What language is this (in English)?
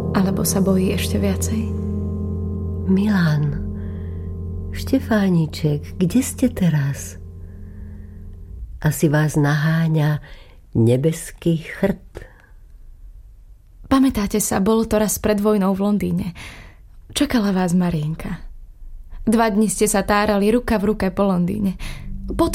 Slovak